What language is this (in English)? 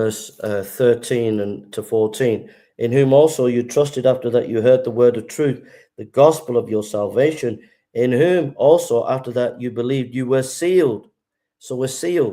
English